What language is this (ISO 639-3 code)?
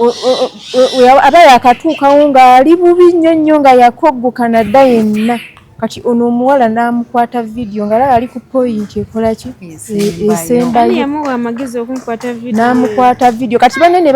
lug